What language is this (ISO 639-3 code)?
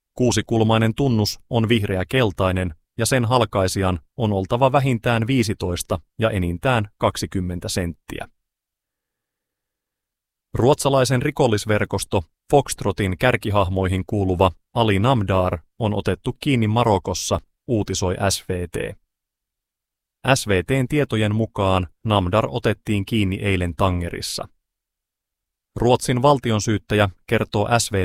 fin